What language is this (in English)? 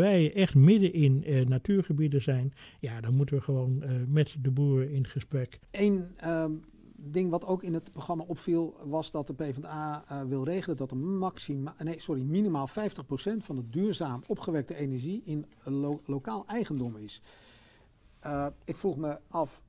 Dutch